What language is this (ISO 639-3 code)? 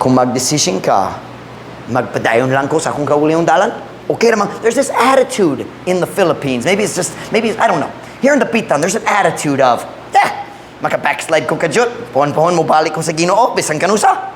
ceb